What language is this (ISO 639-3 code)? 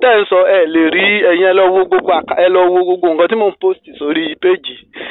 yor